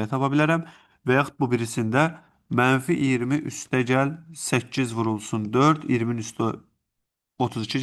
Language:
Azerbaijani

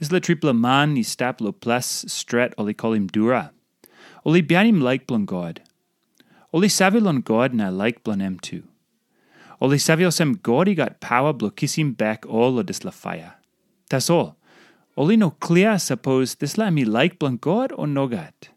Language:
Tok Pisin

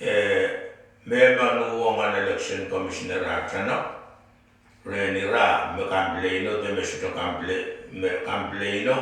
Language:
Pohnpeian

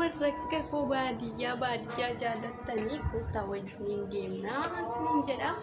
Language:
Oromo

